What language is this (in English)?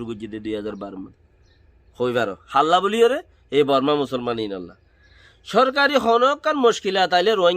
Rohingya